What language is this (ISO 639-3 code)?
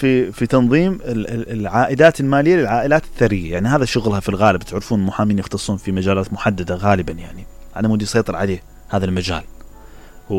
acm